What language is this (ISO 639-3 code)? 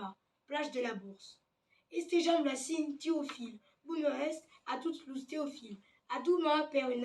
oci